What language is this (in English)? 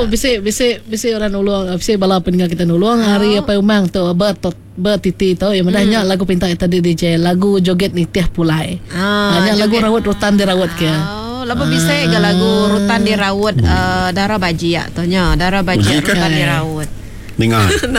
Iban